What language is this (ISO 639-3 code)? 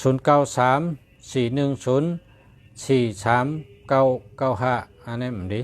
shn